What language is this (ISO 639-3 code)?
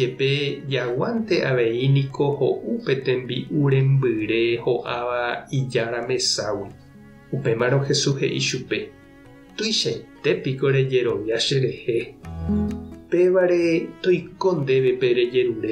grn